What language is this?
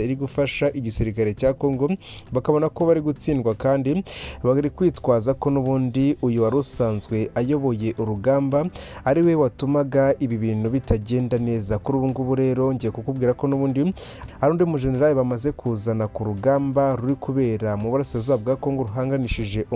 Kinyarwanda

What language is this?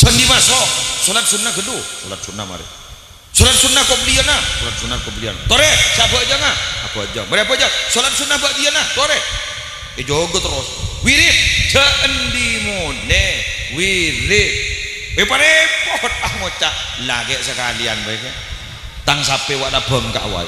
Madurese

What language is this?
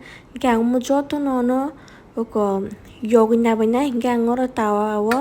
Kok Borok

